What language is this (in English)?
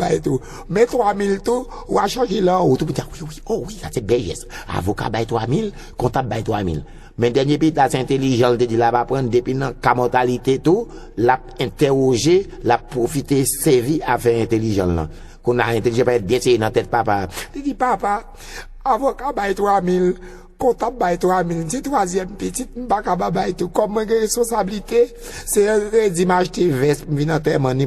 Haitian Creole